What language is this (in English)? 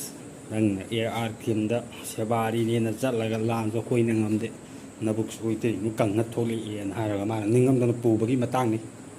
Manipuri